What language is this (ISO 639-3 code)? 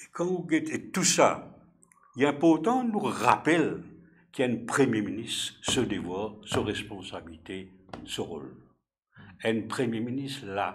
mfe